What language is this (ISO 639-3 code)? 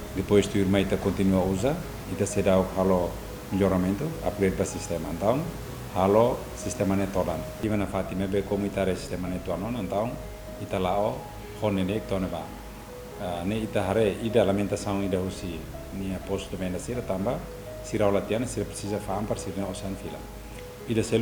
tet